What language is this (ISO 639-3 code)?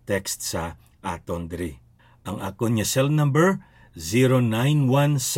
hil